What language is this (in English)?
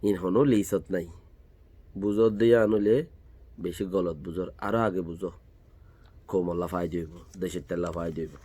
Rohingya